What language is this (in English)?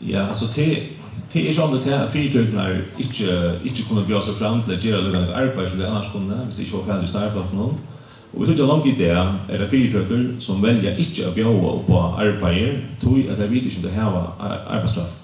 Faroese